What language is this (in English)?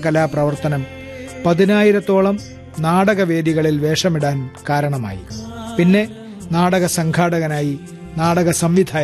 Malayalam